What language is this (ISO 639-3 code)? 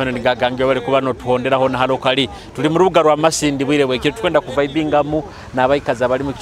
nyo